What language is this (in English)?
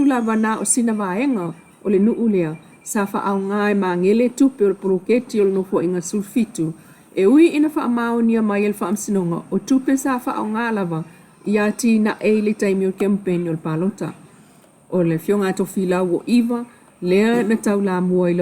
Samoan